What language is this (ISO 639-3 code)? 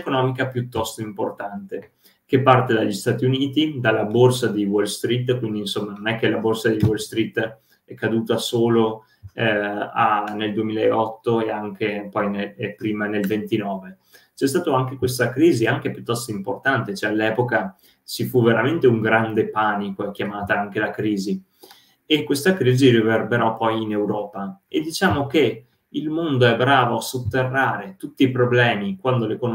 ita